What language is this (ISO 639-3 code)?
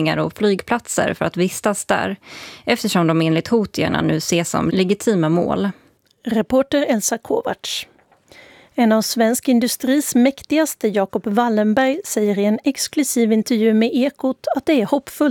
swe